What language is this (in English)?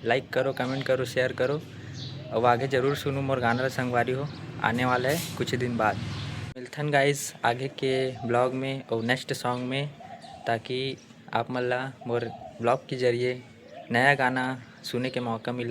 Chhattisgarhi